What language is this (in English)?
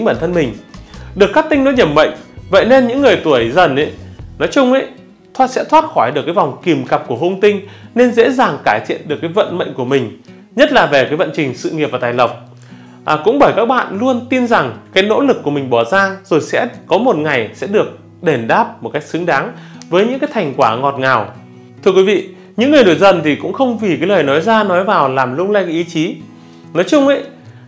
Vietnamese